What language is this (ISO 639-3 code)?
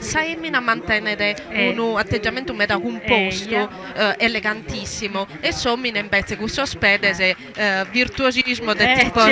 srd